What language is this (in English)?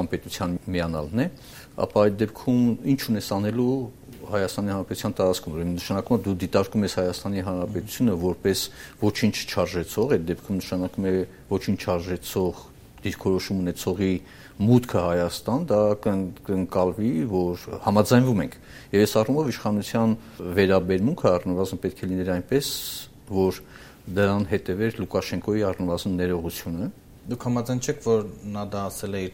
Armenian